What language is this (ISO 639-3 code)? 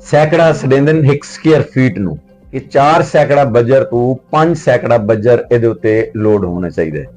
lah